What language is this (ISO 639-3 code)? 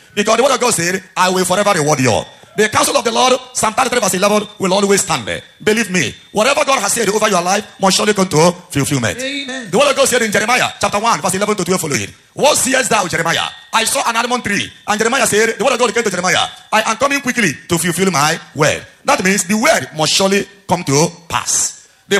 eng